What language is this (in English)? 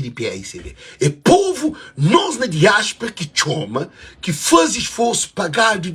Kabuverdianu